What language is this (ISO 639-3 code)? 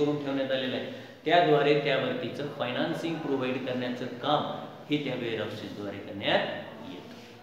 mar